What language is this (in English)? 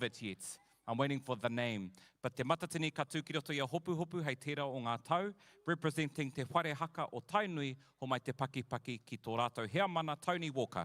Māori